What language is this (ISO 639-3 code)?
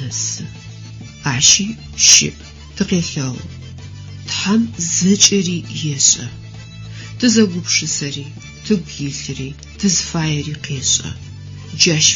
ady